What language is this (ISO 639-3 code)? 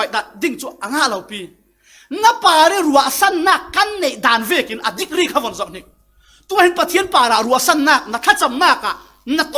cfm